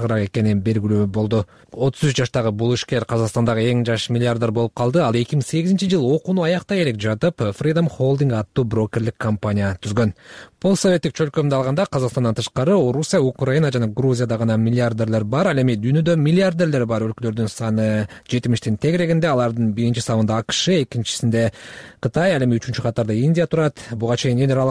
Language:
Kyrgyz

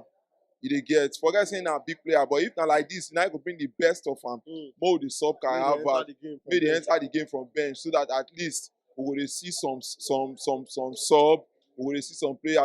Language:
Nigerian Pidgin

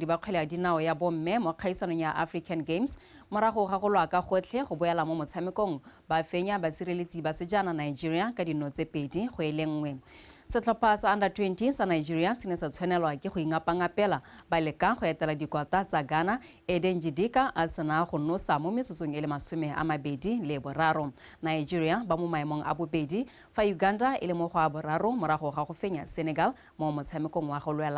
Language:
Tswana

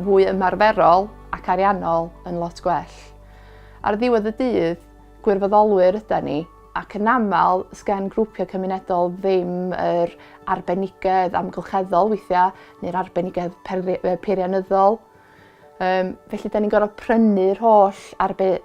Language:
Welsh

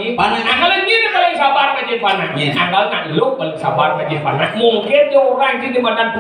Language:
Balinese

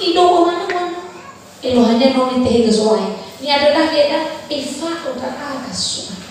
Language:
Nias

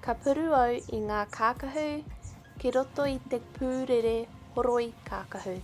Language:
Māori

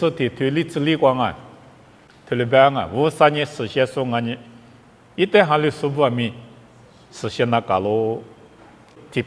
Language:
Lisu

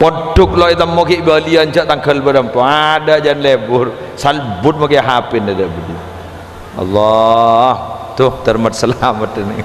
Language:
Madurese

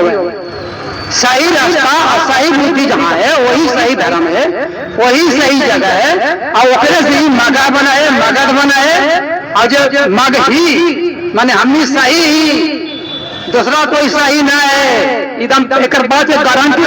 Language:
Magahi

